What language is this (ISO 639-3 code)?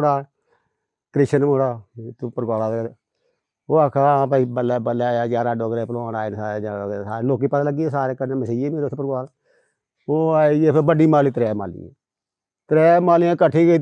doi